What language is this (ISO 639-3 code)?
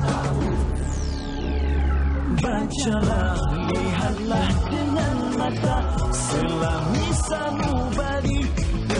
msa